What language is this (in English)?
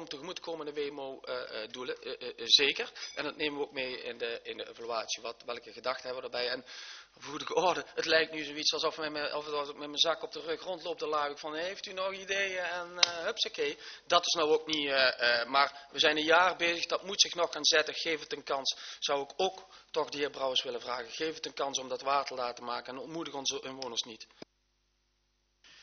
Dutch